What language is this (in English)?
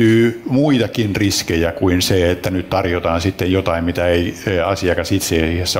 Finnish